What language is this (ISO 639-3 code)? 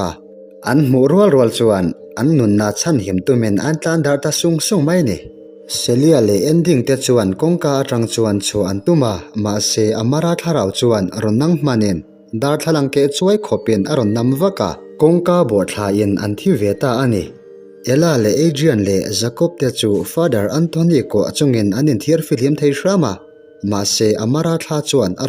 lus